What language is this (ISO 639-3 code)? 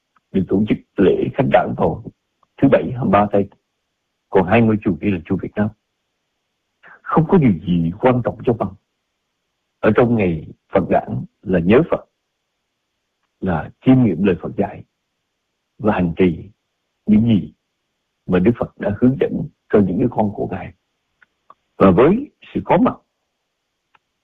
vie